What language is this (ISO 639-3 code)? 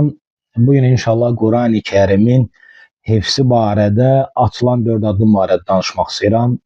aze